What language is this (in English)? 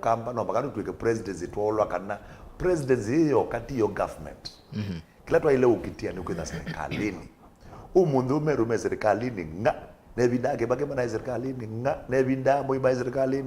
Kamba